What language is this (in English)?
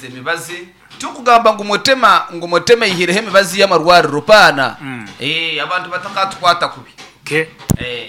Nyankole